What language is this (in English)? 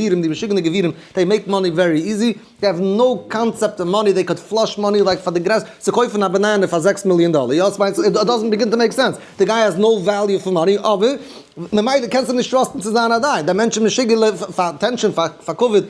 Yiddish